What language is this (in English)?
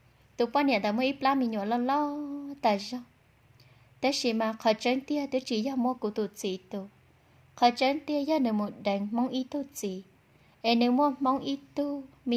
Hmong